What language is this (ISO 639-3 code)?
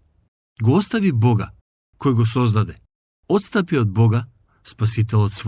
mkd